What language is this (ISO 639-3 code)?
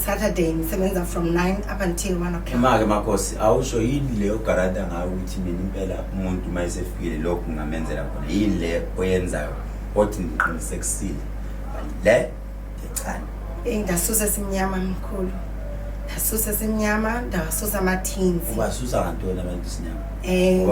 zul